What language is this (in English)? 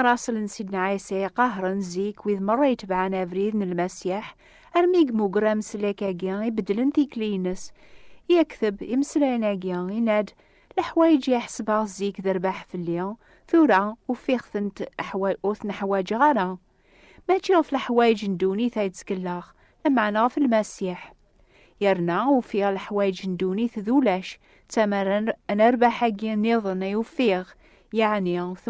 Kabyle